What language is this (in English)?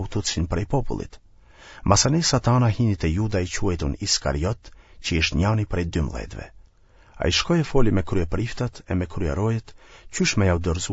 Albanian